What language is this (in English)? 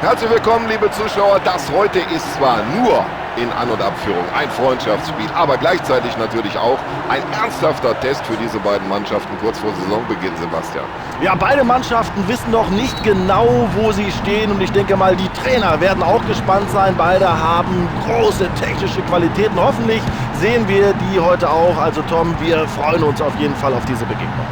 Bavarian